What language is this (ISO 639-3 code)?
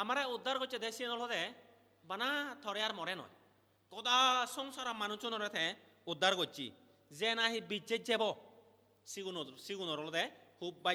ccp